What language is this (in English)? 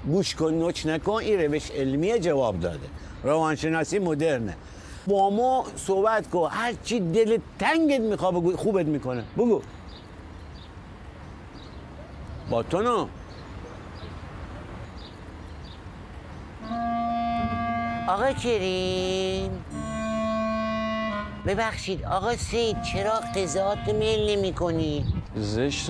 Persian